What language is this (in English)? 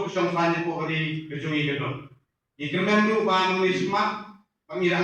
Khasi